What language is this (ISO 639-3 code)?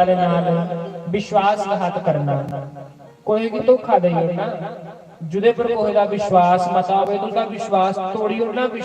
doi